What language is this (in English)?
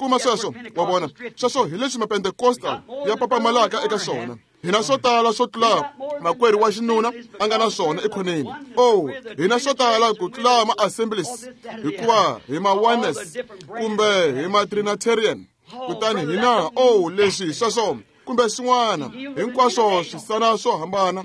Tsonga